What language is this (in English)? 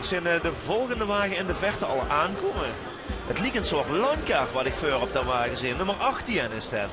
Limburgish